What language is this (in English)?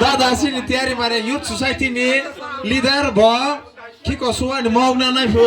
Kok Borok